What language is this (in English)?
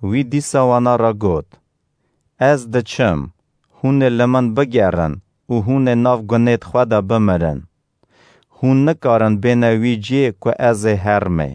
Kurdish